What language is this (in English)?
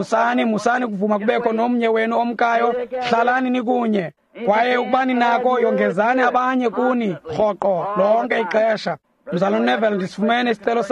Xhosa